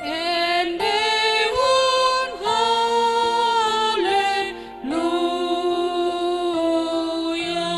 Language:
Batak Toba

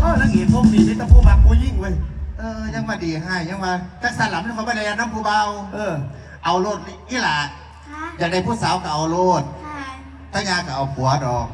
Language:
Northeastern Thai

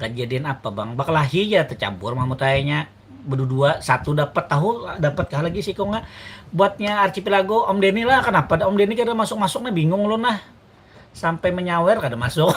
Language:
Banjar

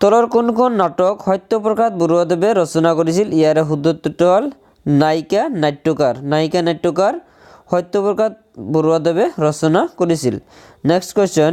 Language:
Assamese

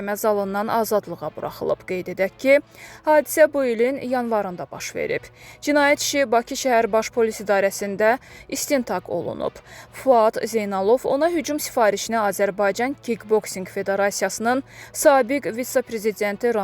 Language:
Azerbaijani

